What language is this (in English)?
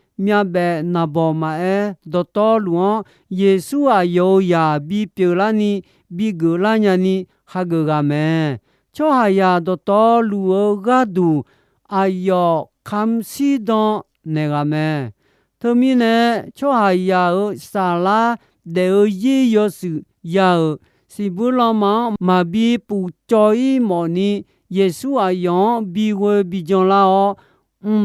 Akha